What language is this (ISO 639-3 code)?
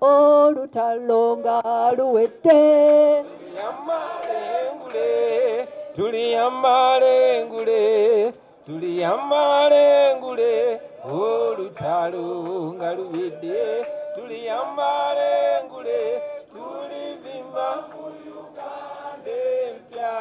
lug